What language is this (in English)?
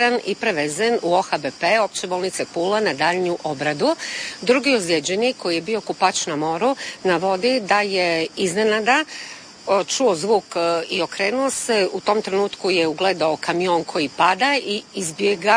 Croatian